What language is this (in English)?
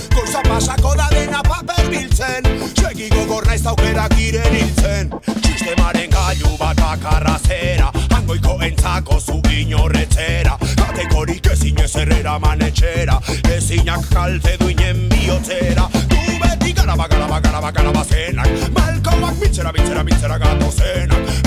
Basque